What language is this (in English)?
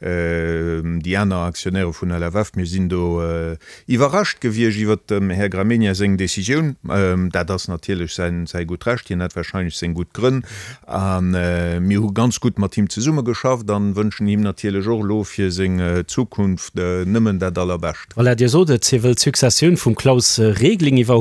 Luxembourgish